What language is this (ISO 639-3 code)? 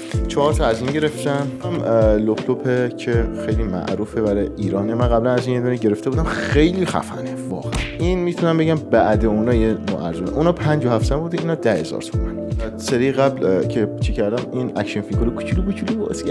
fas